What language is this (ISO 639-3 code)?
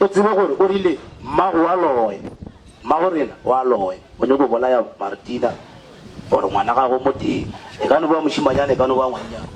nso